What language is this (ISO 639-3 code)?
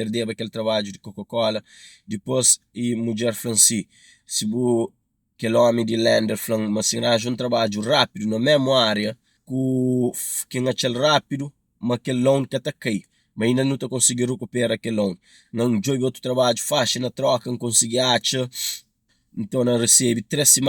kea